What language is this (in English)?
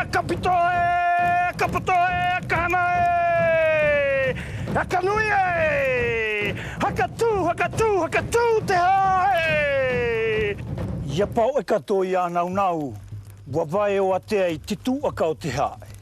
South Marquesan